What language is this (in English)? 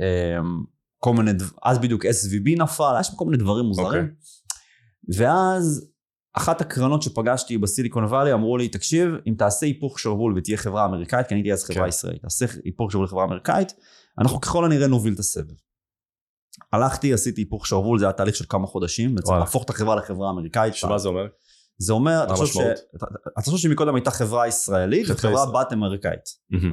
Hebrew